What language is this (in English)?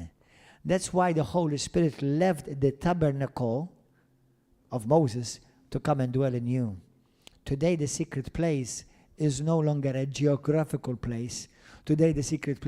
English